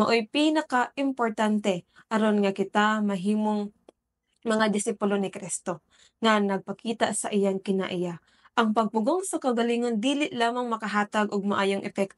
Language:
Cebuano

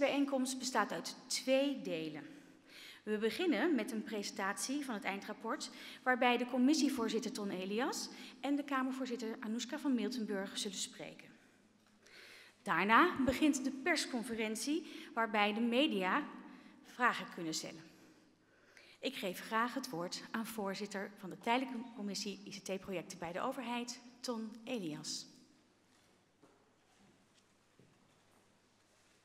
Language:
Dutch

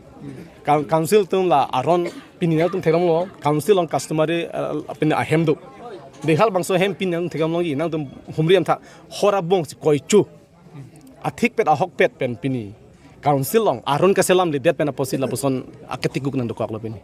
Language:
Karbi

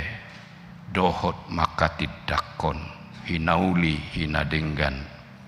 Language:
Batak Toba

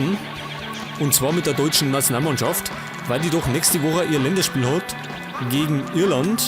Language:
Bavarian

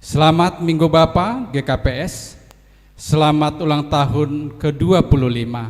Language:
Batak Simalungun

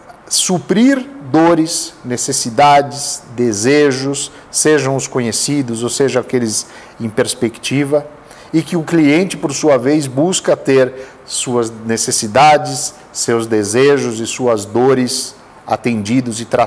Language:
Portuguese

